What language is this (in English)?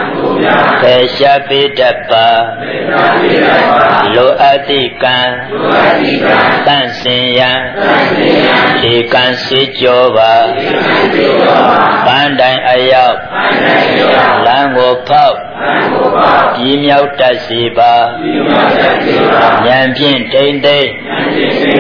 Burmese